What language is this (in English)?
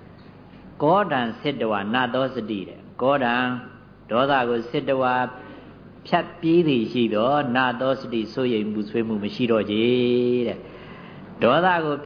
Burmese